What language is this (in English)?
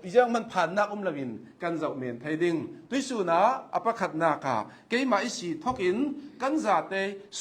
Hakha Chin